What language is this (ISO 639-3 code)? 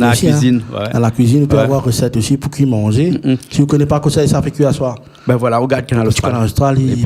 rcf